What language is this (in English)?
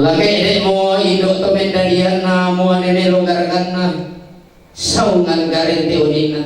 Toraja-Sa'dan